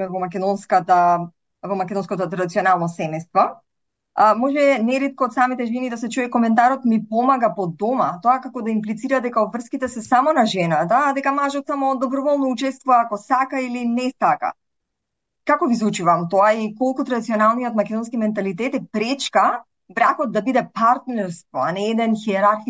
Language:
Macedonian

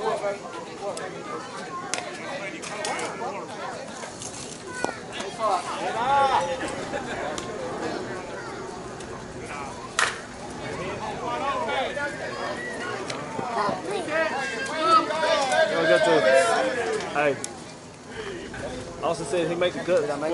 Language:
English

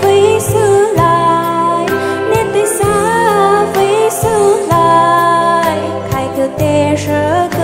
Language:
Poumei Naga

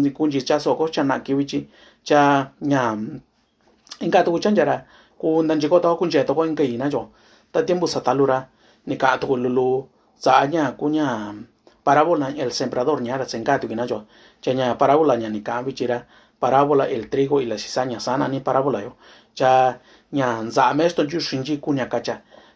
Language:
Mixtepec Mixtec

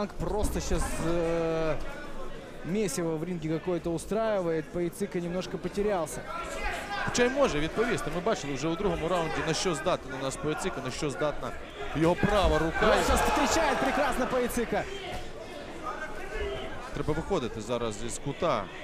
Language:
Ukrainian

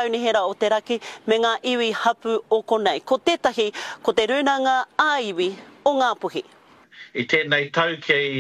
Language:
Māori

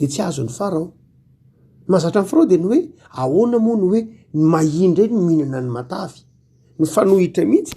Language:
Malagasy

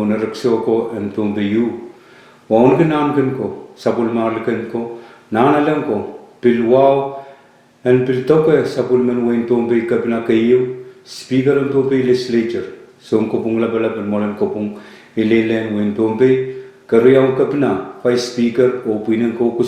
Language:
Pohnpeian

